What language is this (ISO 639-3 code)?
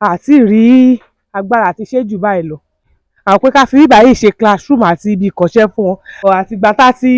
yor